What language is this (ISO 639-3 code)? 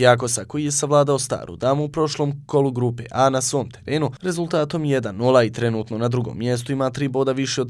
bos